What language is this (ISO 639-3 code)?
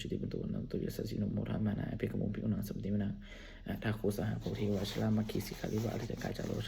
pli